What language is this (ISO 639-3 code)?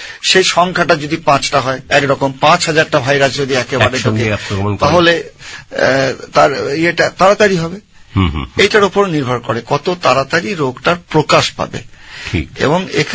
ben